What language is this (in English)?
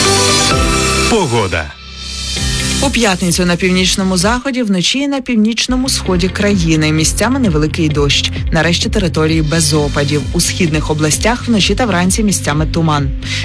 Ukrainian